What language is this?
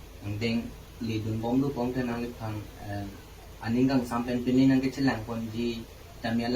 Karbi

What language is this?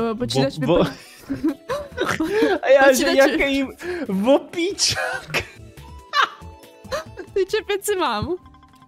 Czech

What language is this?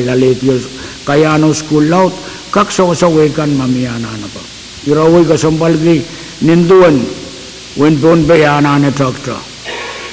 Pohnpeian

